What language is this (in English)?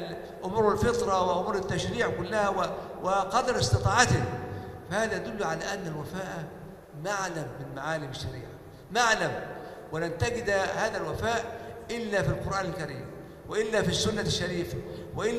Arabic